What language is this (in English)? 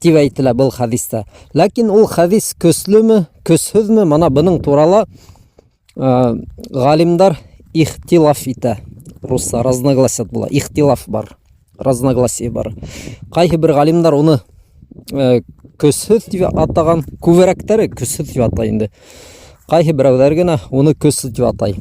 Bashkir